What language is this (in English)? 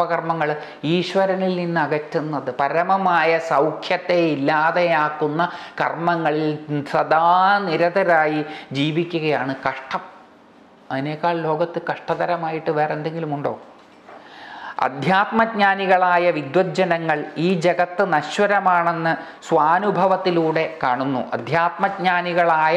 Malayalam